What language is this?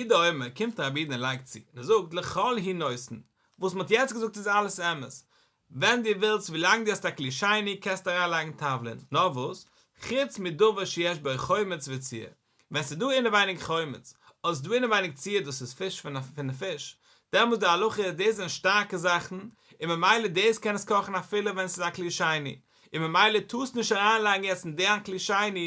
Yiddish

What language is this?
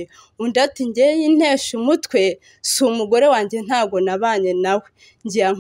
Kinyarwanda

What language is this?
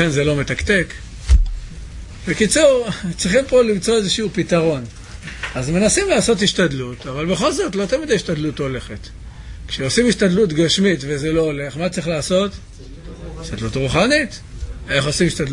Hebrew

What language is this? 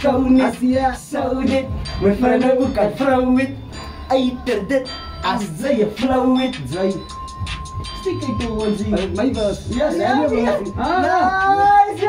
Afrikaans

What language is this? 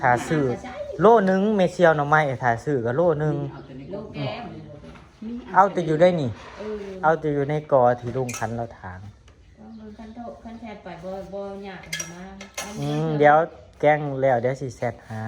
Northeastern Thai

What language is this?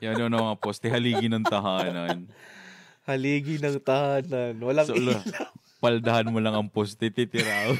Bikol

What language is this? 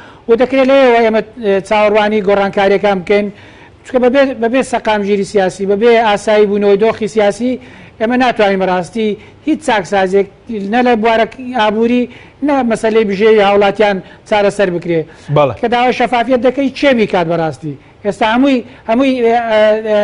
Central Kurdish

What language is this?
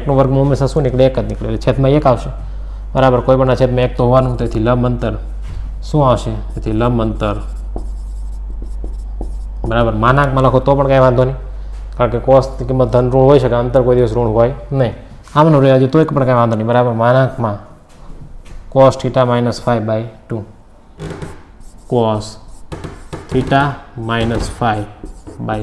Gujarati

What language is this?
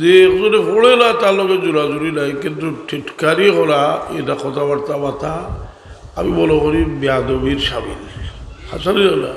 Sylheti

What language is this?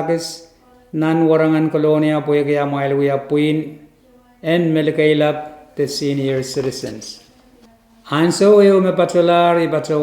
Pohnpeian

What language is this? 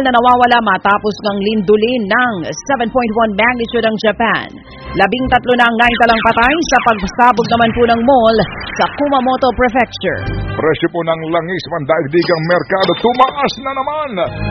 Filipino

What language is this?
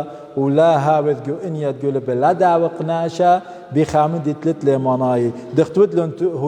Assyrian Neo-Aramaic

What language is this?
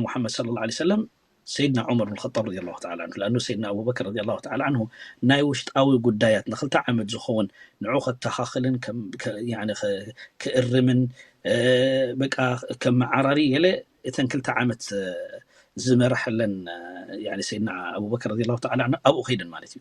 Tigrinya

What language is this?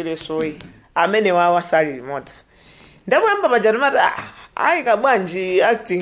Nyanja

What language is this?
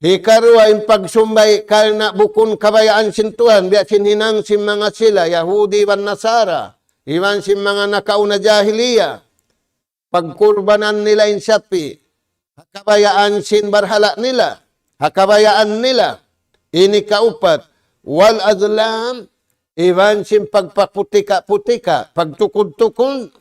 Tausug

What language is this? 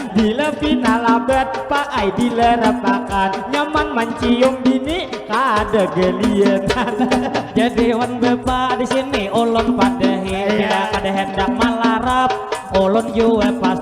Banjar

